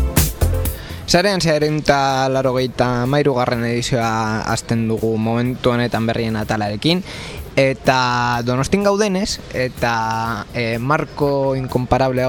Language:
Basque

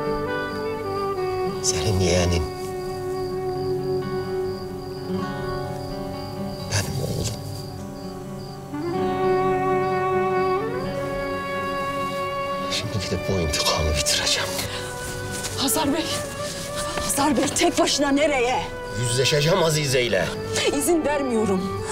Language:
Turkish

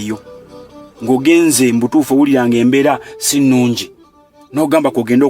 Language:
Ganda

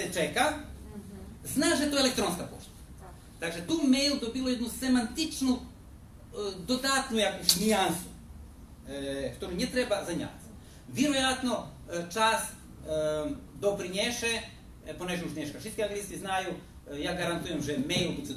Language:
Rusyn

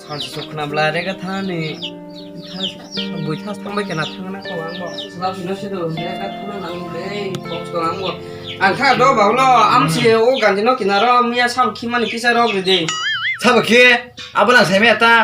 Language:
Kok Borok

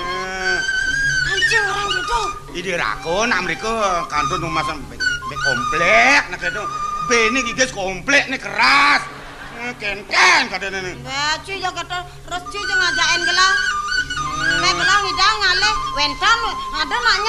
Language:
Balinese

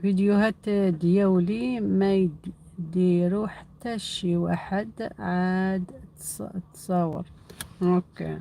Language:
Algerian Arabic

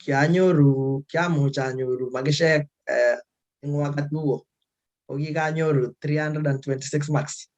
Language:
Kalenjin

